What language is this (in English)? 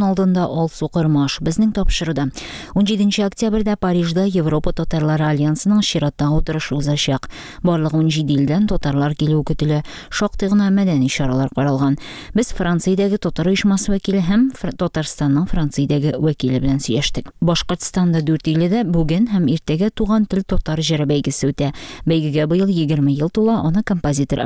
Tatar